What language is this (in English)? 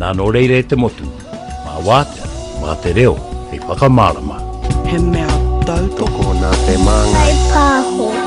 Māori